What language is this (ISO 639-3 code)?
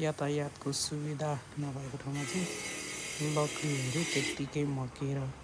nep